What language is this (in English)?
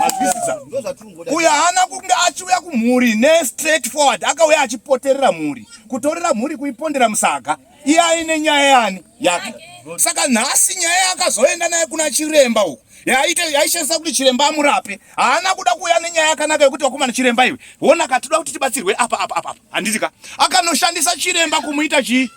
Shona